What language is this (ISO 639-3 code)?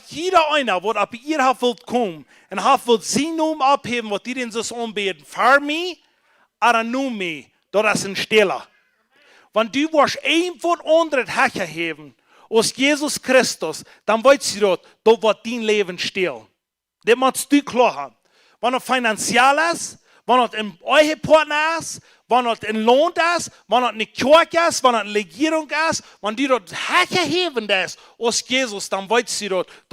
pdt